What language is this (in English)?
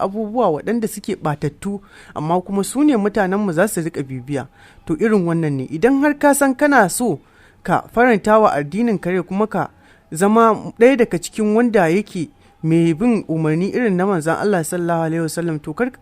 Hausa